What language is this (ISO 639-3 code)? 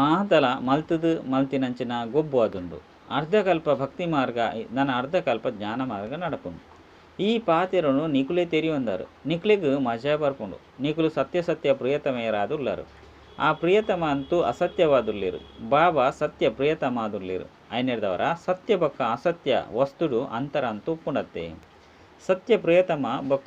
tcy